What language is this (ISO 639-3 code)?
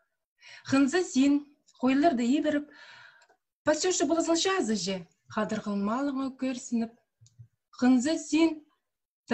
kjh